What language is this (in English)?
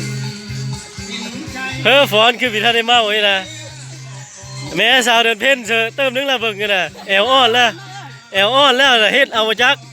Lao